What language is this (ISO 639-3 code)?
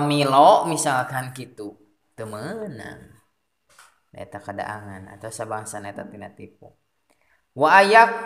sun